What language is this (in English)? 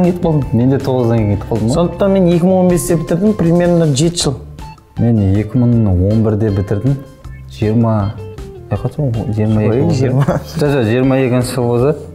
Kazakh